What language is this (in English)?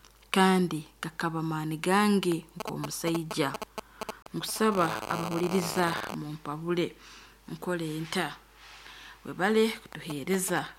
Nyankole